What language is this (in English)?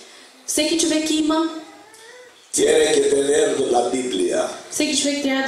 Bulgarian